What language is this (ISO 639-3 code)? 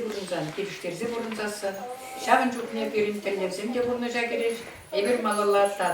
chv